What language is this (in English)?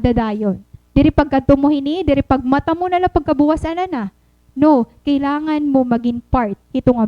Waray